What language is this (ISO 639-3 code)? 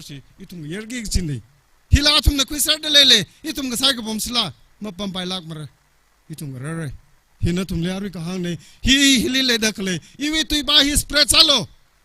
nmf